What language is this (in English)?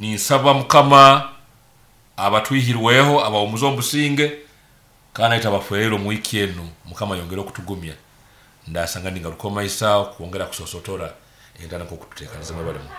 Nyoro